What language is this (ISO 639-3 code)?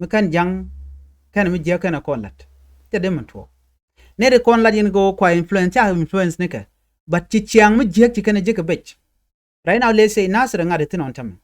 nus